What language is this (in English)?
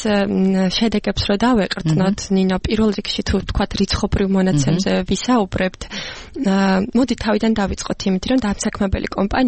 Georgian